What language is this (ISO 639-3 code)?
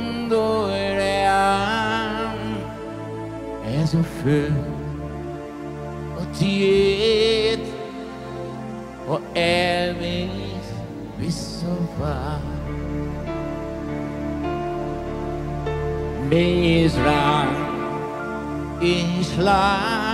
hun